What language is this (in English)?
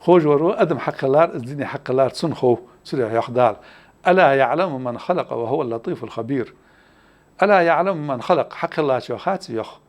Ingush